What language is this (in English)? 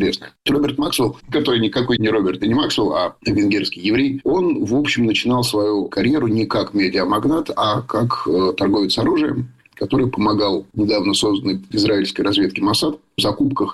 Russian